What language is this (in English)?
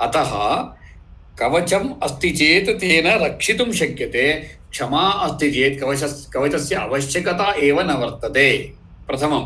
Sanskrit